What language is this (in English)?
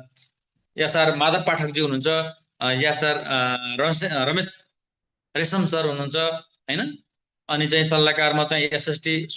Nepali